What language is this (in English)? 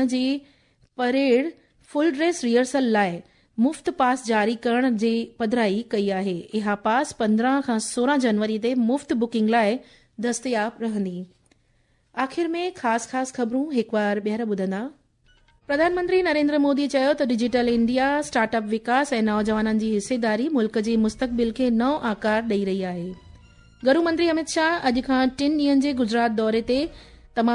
Sindhi